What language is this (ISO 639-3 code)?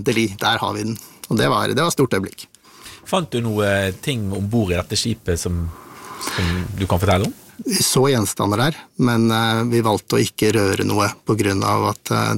nor